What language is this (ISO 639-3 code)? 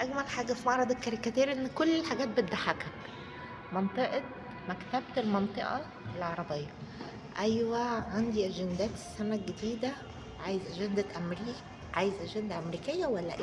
arz